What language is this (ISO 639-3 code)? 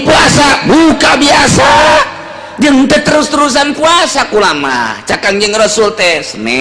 sun